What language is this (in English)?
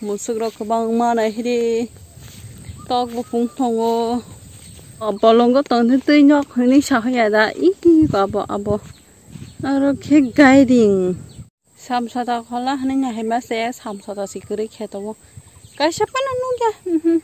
Kok Borok